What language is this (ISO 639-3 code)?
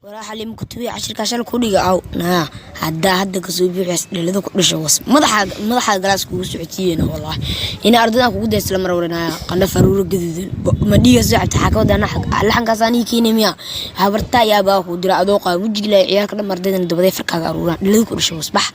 som